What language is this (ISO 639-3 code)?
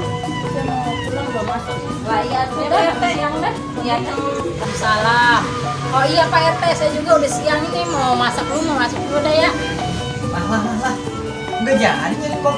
bew